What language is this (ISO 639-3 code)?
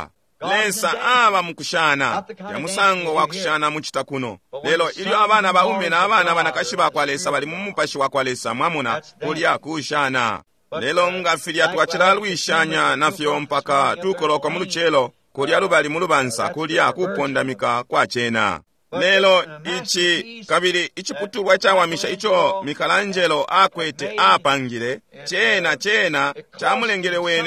bem